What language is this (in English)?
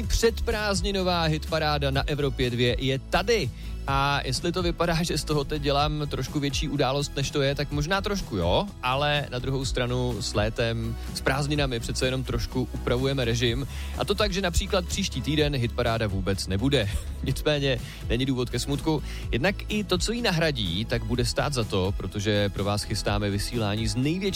Czech